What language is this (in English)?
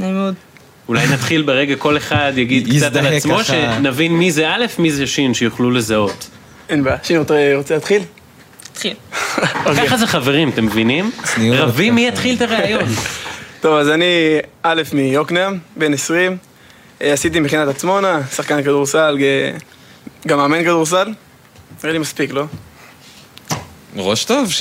Hebrew